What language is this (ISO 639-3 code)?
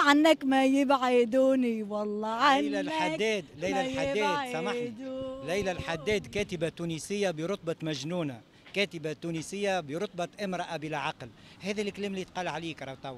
aeb